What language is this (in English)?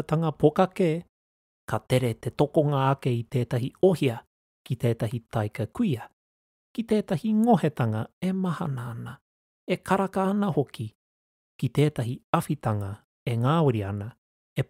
Māori